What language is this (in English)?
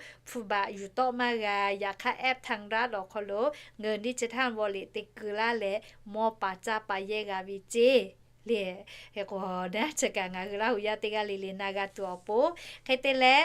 Lahu